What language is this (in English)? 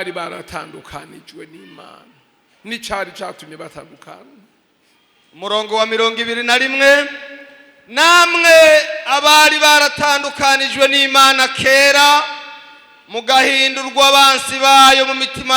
Rundi